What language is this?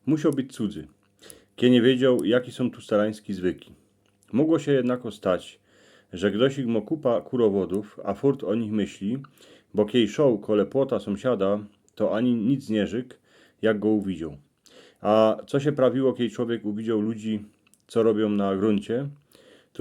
Silesian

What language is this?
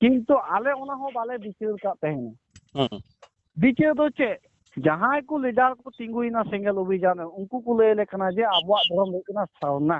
Santali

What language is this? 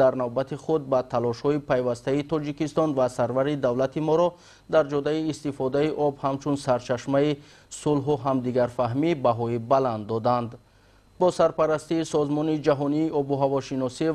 Tajik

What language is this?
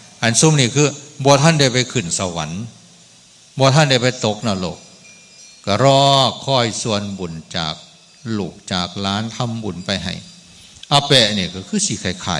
Northeastern Thai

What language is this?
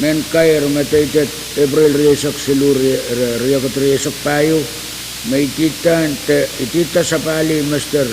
Pohnpeian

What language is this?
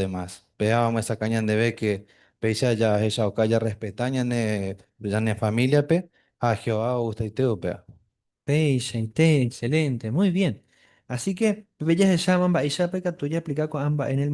Guarani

